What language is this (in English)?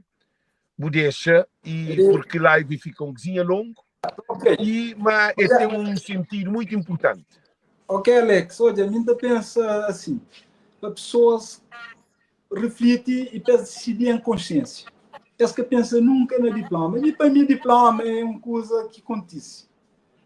Kabuverdianu